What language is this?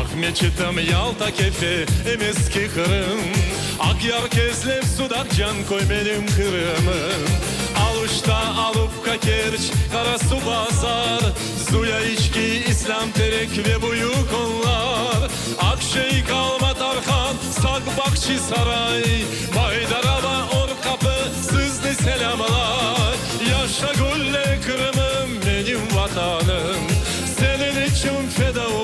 Crimean Tatar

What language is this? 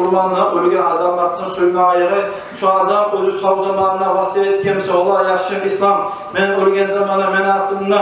Kumyk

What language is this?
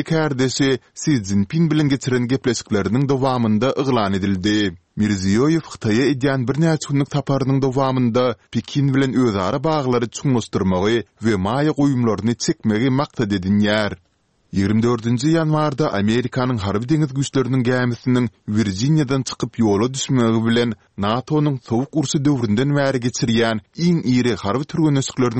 Turkmen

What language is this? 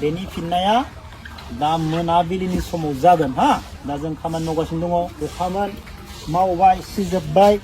Bodo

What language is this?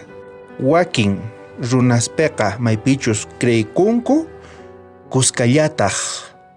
South Bolivian Quechua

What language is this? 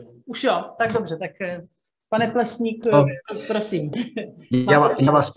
Czech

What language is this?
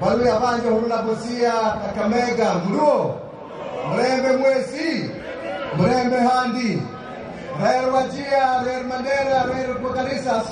Swahili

